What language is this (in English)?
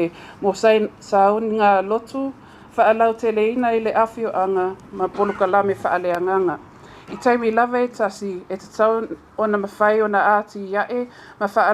Samoan